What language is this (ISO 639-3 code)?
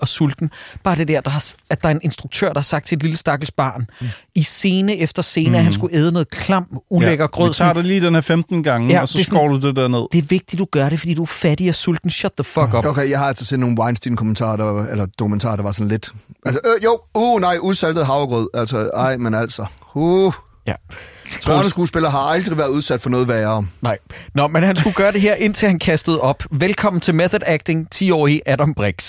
dan